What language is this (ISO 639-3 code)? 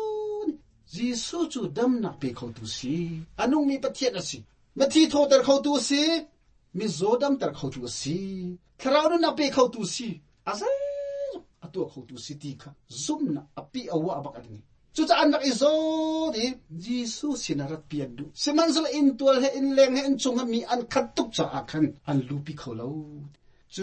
cnh